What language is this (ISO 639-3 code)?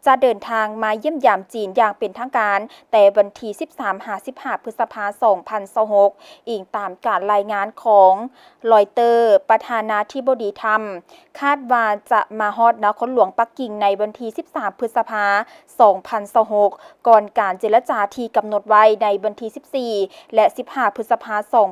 lao